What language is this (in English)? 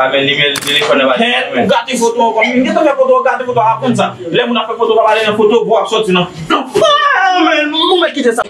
Haitian Creole